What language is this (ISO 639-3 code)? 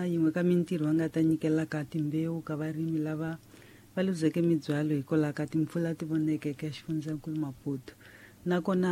tso